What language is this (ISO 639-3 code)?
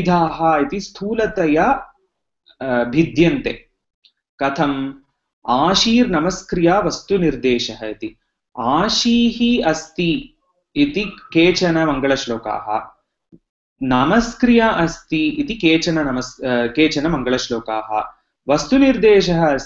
san